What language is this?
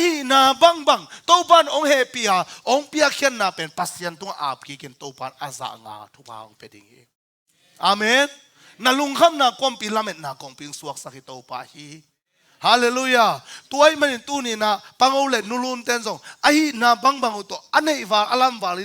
Tedim Chin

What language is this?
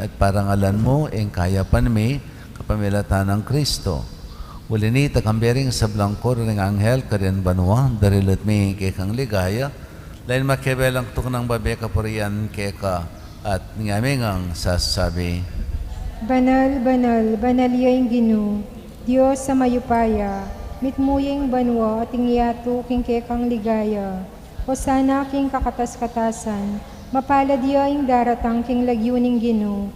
Pampanga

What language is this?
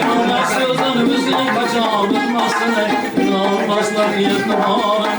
Turkmen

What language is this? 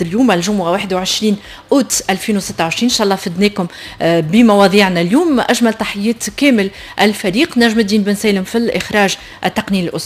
Tunisian Arabic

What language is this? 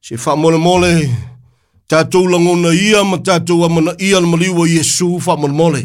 Samoan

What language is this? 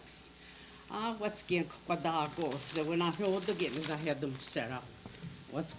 Mohawk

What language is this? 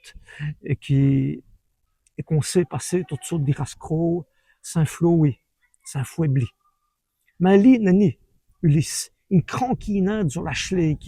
Walloon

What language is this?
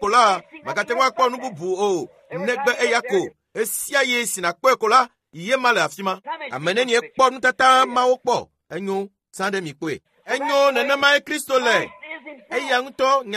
Ewe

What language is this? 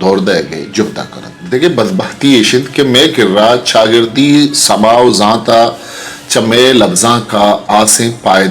Eastern Balochi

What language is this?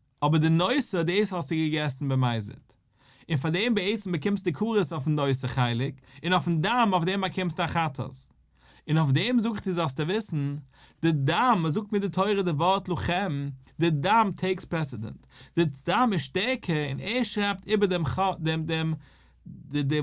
Yiddish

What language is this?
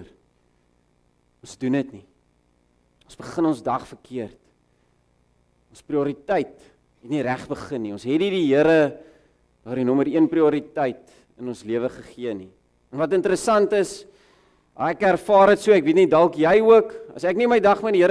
Afrikaans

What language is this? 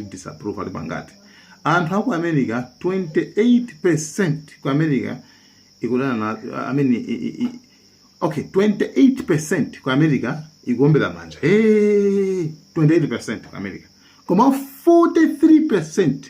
Nyanja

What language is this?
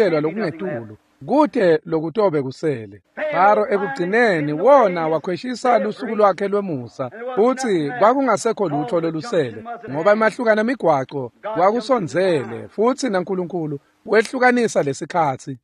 Swati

